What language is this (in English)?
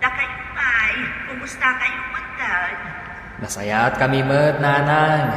Iloko